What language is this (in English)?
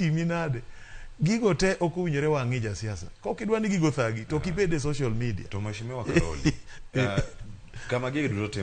Luo (Kenya and Tanzania)